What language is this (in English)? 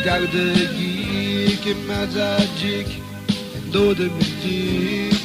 Atikamekw